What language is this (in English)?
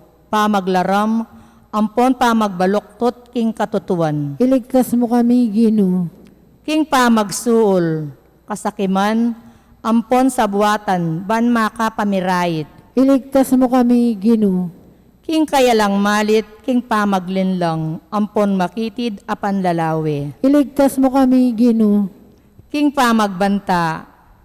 Pampanga